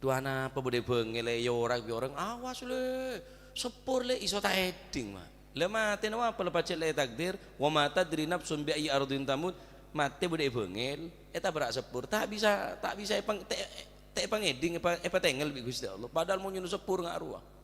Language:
Madurese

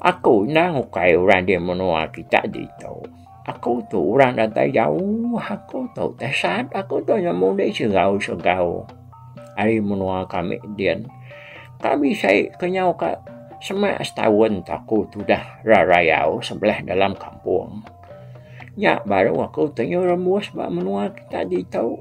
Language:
Iban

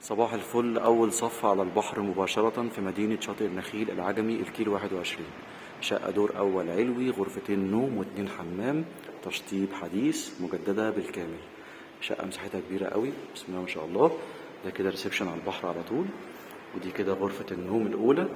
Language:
Egyptian Arabic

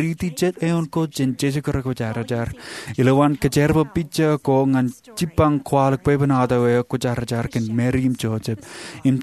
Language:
Marshallese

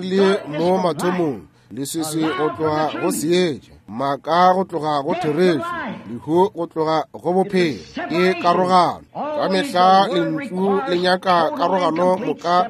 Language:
Northern Sotho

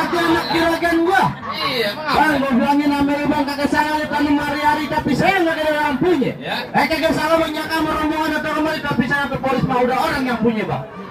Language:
Betawi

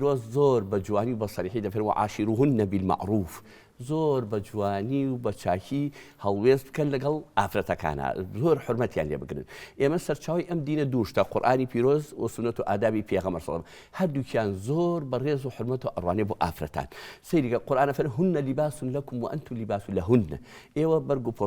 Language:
Central Kurdish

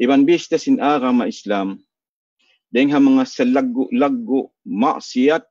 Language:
Tausug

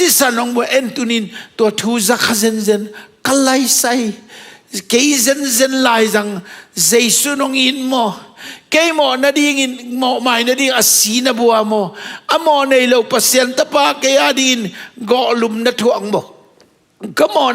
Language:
Tedim Chin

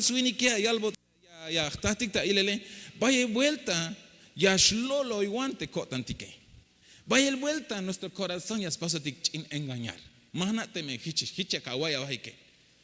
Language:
Tzeltal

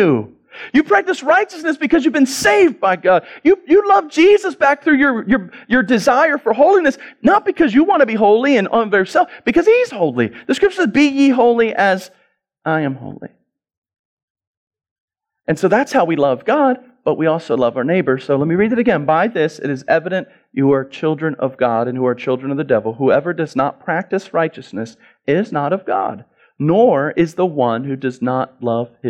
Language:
English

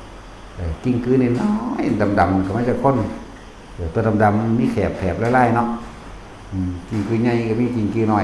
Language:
Northeastern Thai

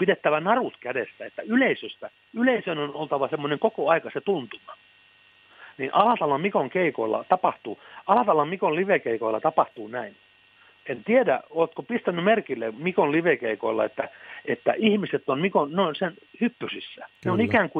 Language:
Finnish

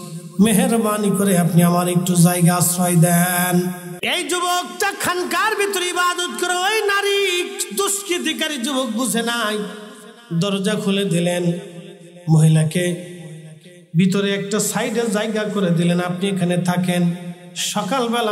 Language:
Bangla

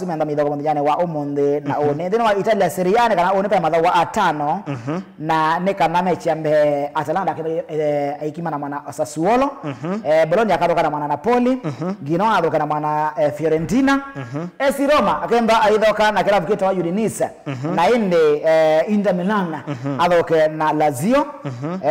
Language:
Kamba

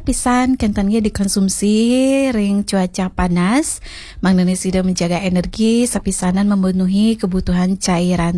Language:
Balinese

